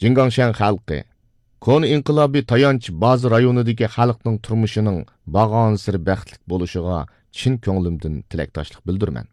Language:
Uyghur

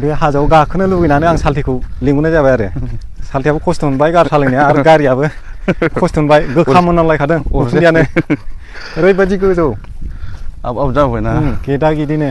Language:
Bodo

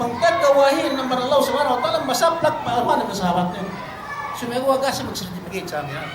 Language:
Yakan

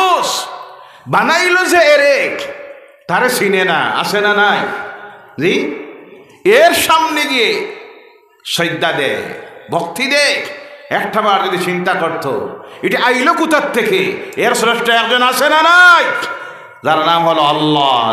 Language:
Sylheti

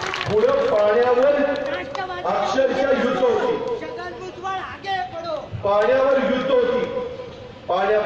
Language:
Marathi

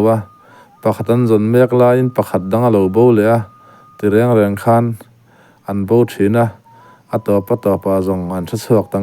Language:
Mizo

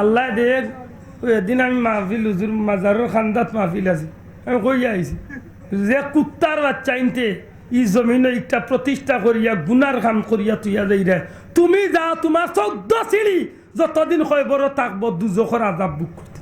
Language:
Sylheti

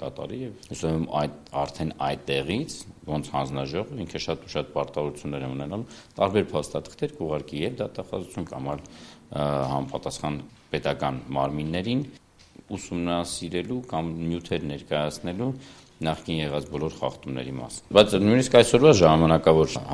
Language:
Armenian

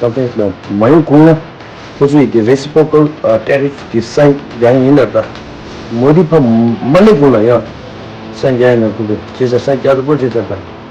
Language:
Tibetan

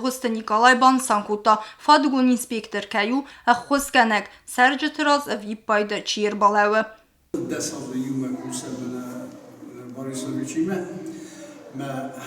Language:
Ossetic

